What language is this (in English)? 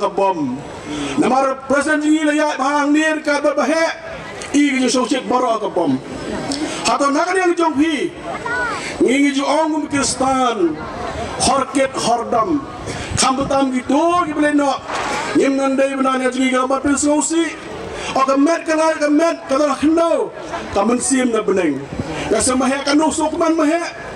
Khasi